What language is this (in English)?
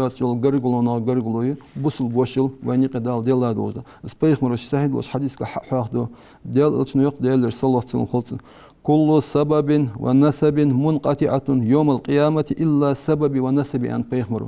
Ingush